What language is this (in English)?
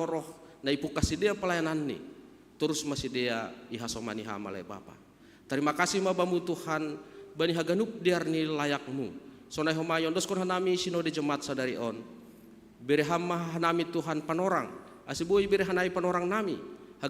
Batak Simalungun